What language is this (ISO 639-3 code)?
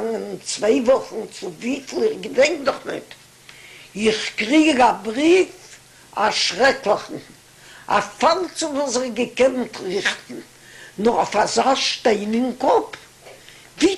yid